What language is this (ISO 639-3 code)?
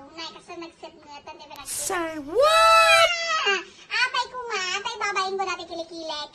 ilo